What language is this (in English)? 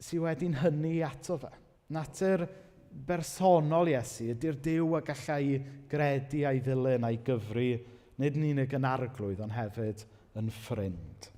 Welsh